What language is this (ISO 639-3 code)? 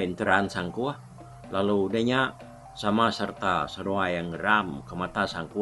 iba